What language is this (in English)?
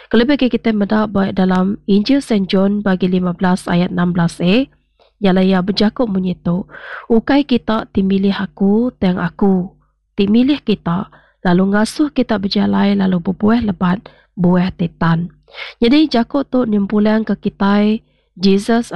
Iban